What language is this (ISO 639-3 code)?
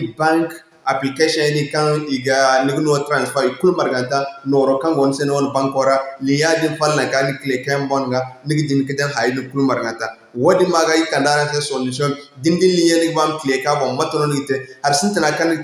dje